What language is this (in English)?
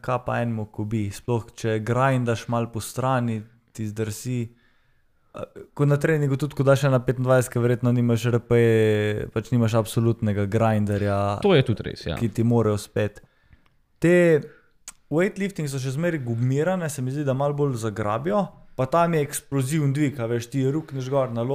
Slovenian